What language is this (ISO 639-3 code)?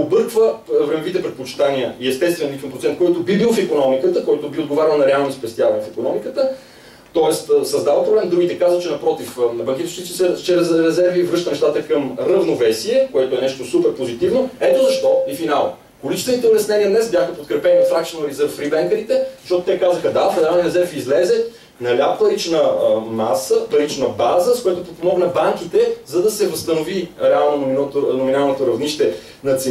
bul